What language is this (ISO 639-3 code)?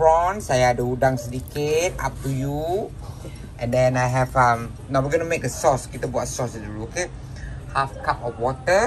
msa